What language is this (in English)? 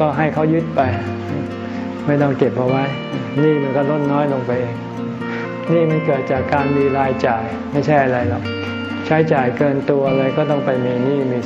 Thai